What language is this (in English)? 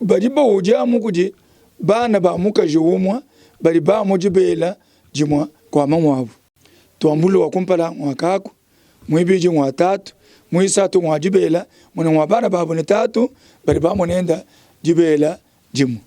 Luba-Lulua